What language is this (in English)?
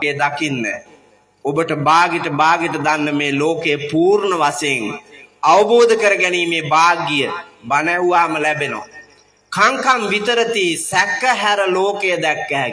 Sinhala